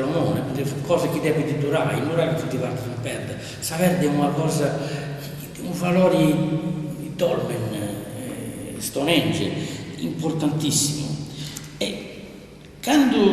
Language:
Sardinian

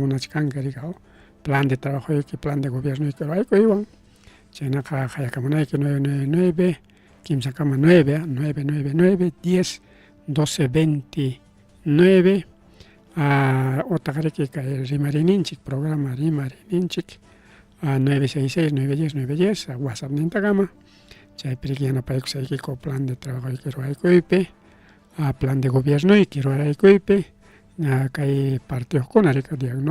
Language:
Ayacucho Quechua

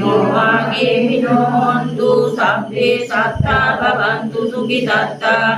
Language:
Sinhala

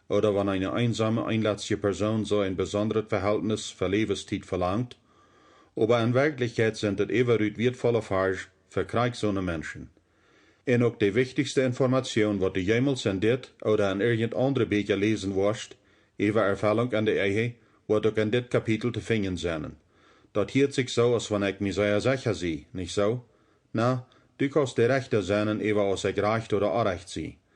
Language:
Plautdietsch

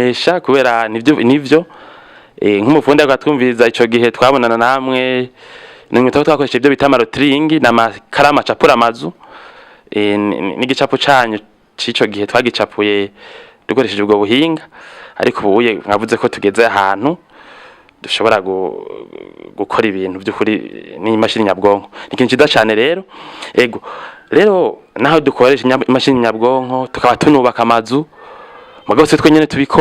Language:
Rundi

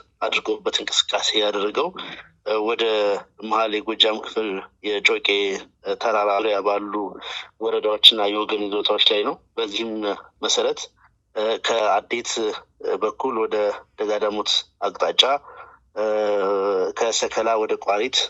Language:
Amharic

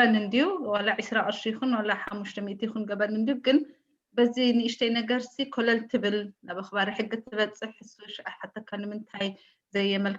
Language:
Tigrinya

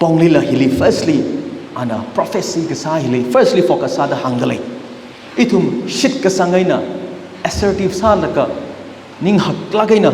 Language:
Tangkhul Naga (India)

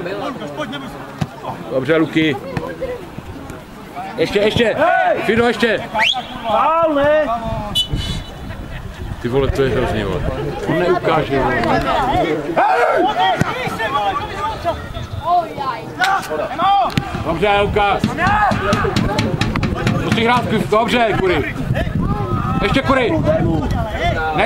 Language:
Czech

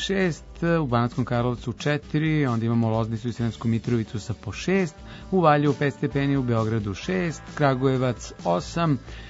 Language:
Serbian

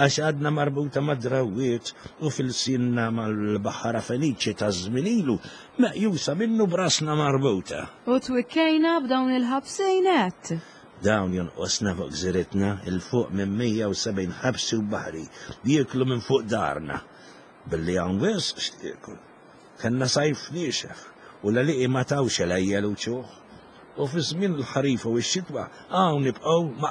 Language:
Maltese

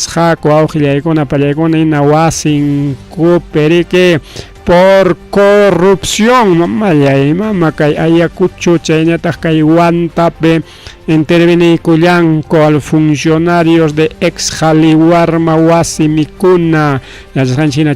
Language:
Ayacucho Quechua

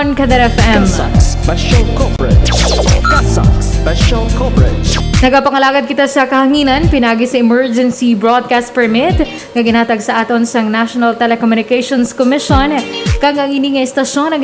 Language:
Hiligaynon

